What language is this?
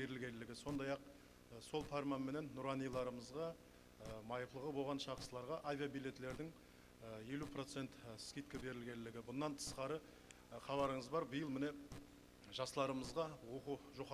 Kara-Kalpak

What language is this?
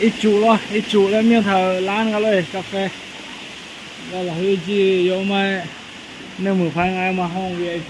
Akha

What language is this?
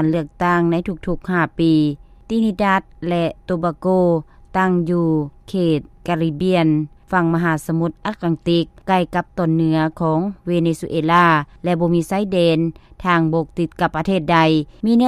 Lao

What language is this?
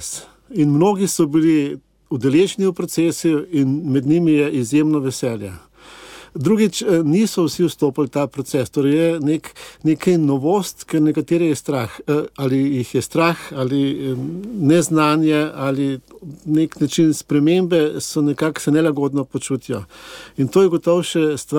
Slovenian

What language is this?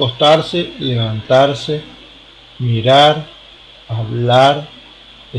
Guarani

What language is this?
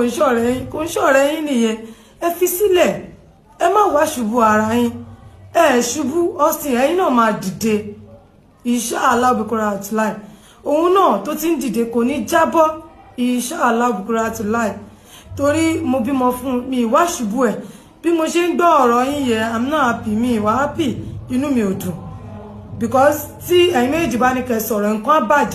Yoruba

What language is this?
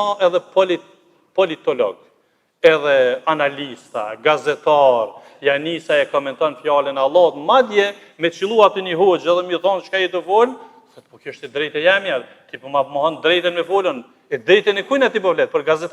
Albanian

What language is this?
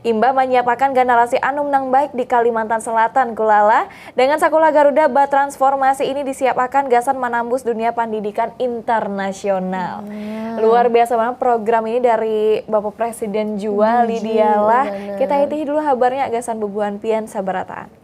Banjar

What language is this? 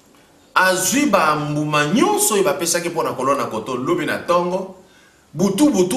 Lingala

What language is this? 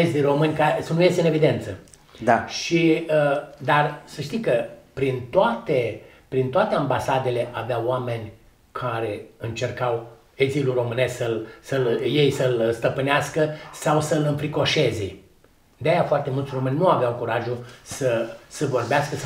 Romanian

